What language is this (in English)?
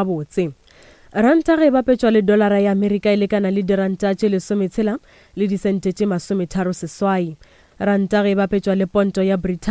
Northern Sotho